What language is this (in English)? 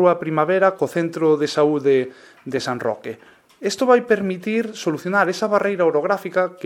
Galician